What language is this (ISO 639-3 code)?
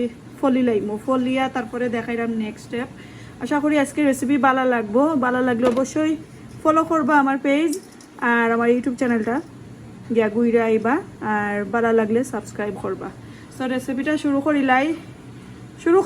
syl